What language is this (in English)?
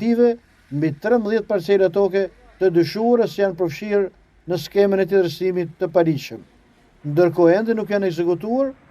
Albanian